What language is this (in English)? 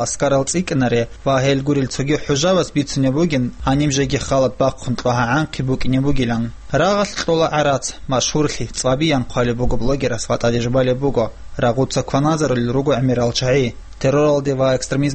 Avaric